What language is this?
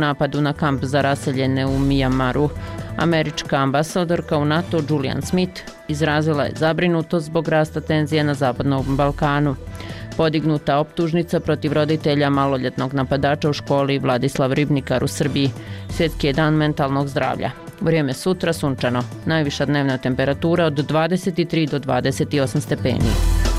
Bosnian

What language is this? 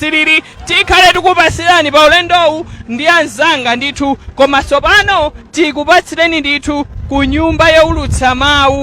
Nyanja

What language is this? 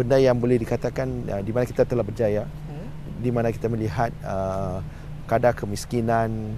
Malay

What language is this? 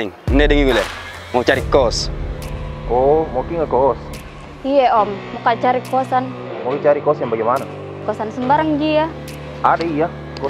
Makassar Malay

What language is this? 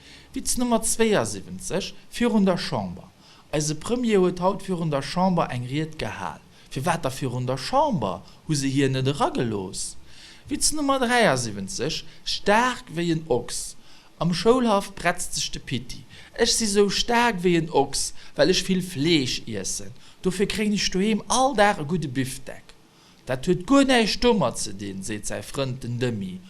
Luxembourgish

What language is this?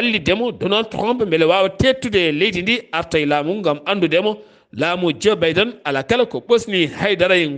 Fula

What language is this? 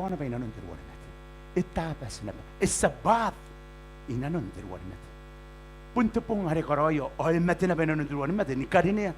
Gilbertese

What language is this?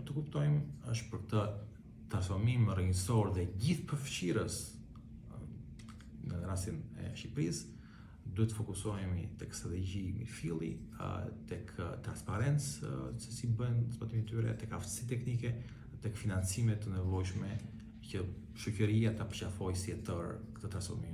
Albanian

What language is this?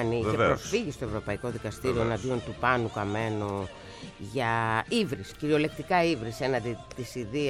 Greek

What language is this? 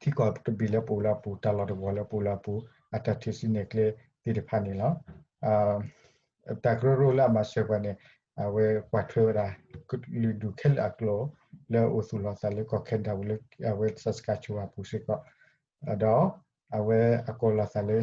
S'gaw Karen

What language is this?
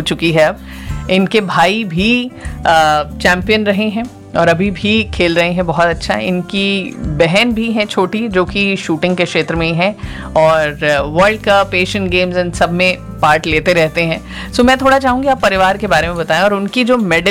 Hindi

